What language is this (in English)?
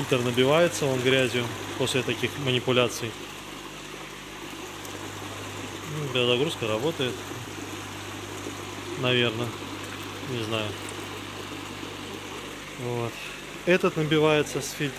Russian